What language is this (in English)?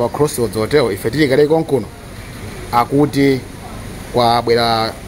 Nyanja